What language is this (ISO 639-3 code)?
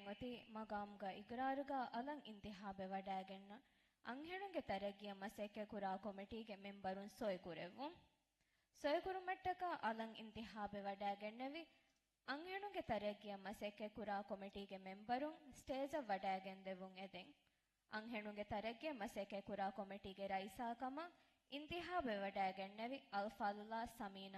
div